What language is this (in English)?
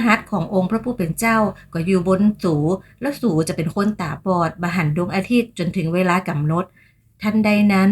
Northern Thai